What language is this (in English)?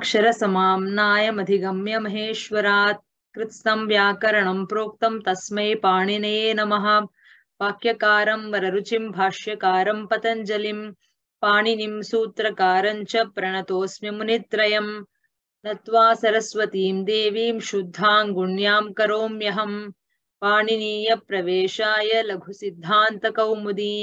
Sanskrit